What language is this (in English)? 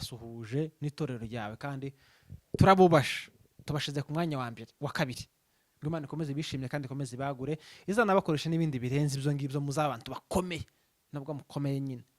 Kinyarwanda